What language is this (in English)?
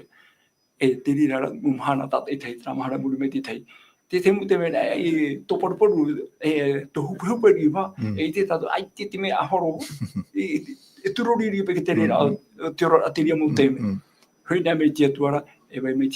Tahitian